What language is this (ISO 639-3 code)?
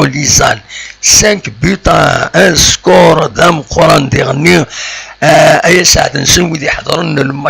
kab